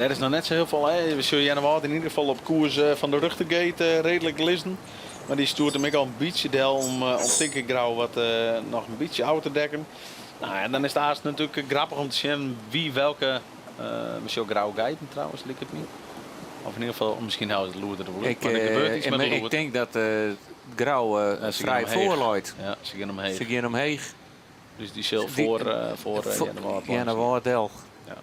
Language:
Western Frisian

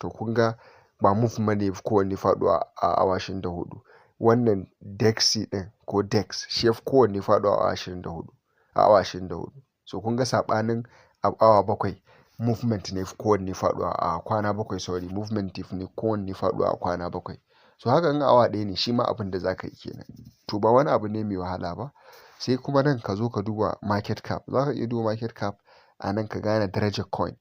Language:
Hausa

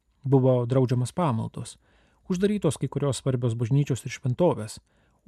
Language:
Lithuanian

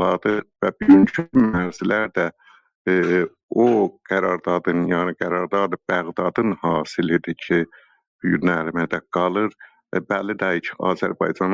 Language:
South Azerbaijani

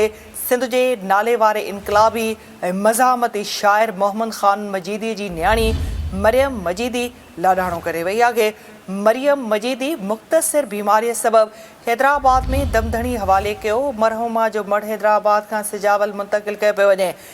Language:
Sindhi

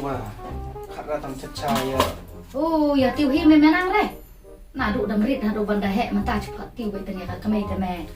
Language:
Khasi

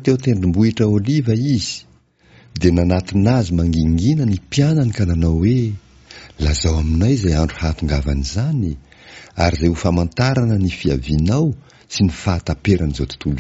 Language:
Malagasy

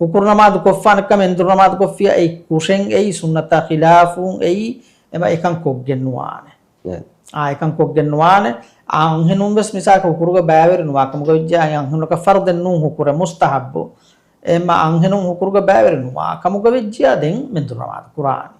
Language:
Divehi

